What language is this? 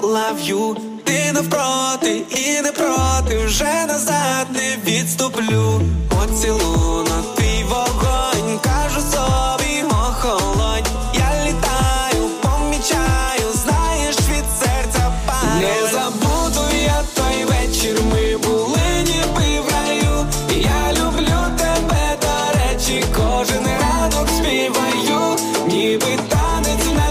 Ukrainian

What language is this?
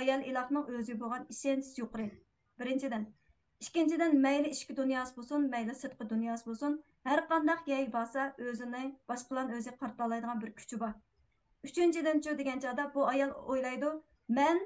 Uyghur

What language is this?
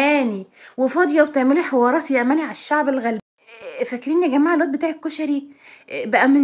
Egyptian Arabic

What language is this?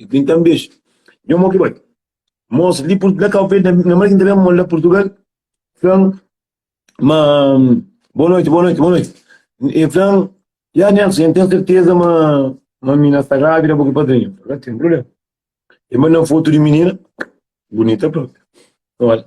Kabuverdianu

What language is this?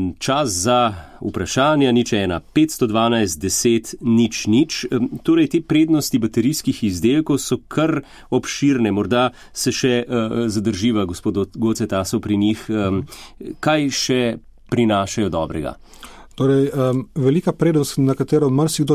Slovenian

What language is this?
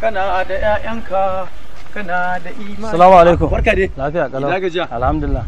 Hausa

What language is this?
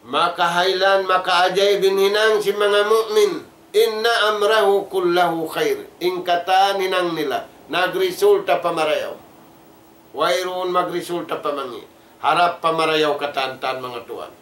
Tausug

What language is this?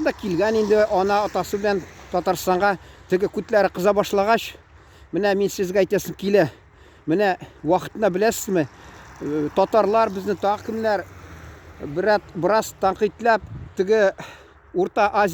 Tatar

